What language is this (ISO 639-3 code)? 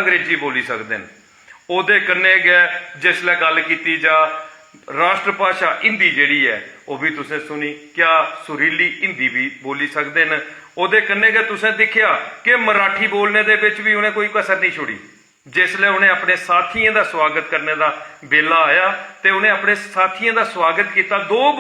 doi